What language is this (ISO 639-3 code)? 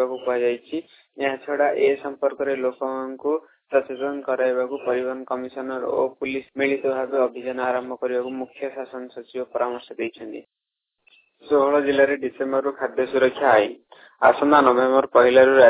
ori